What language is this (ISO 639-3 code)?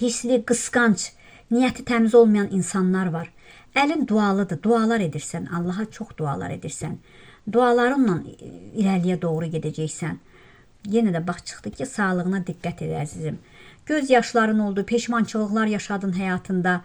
aze